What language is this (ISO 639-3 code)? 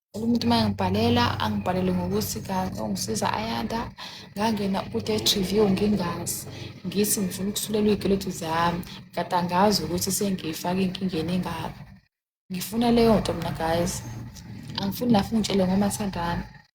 zul